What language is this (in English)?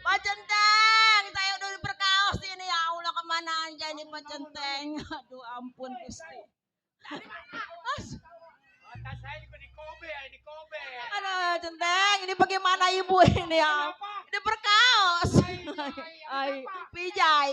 Betawi